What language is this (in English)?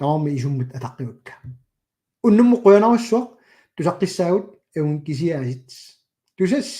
Kalaallisut